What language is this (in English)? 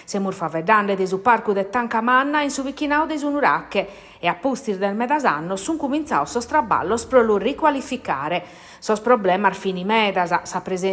Sardinian